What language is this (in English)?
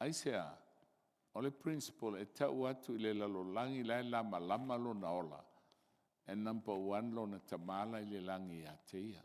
Samoan